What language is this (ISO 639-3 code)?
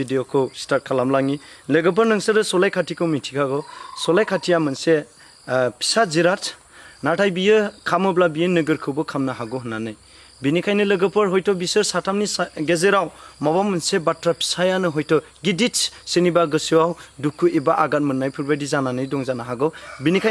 brx